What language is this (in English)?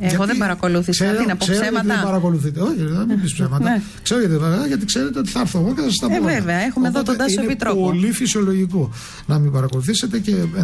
Greek